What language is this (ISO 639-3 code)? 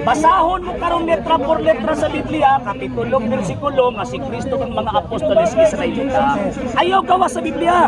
ceb